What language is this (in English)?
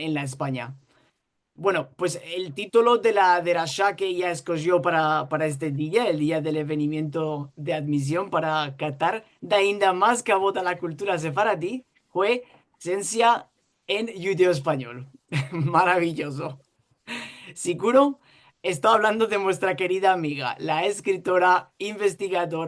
Ladino